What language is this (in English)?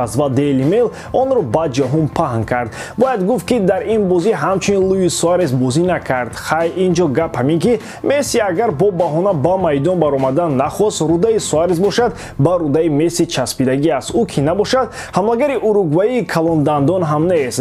Tajik